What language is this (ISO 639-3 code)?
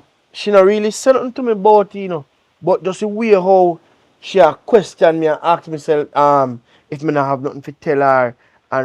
jam